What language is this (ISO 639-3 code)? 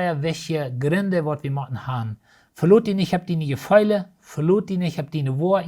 pdt